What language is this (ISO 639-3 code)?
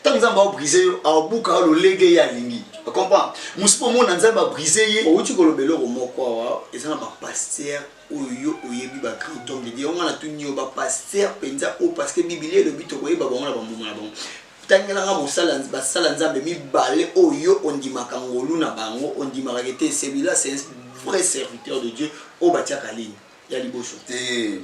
lin